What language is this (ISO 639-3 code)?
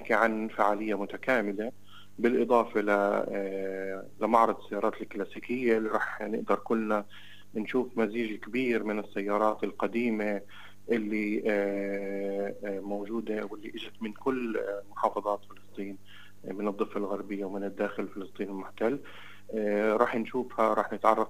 apc